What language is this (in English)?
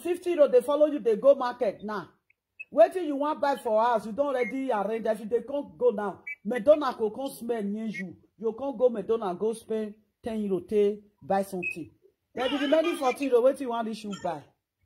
Nigerian Pidgin